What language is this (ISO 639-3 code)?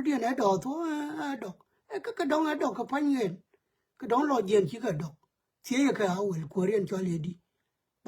nus